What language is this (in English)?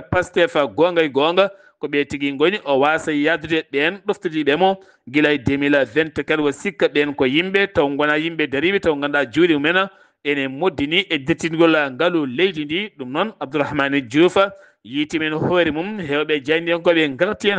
Fula